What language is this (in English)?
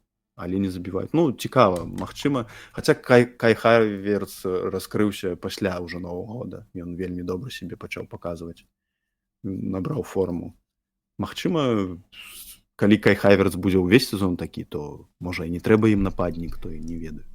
Belarusian